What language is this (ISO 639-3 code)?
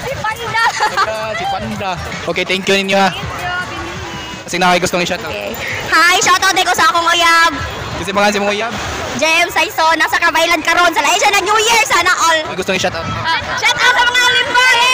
ceb